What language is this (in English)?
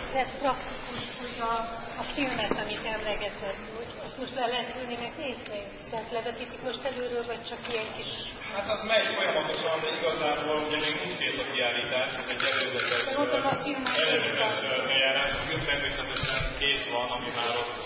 Hungarian